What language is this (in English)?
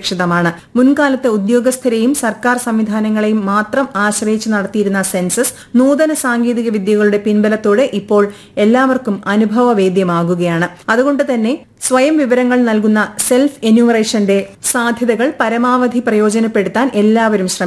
Malayalam